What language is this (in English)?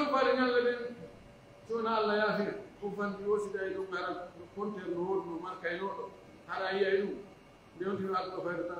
Pular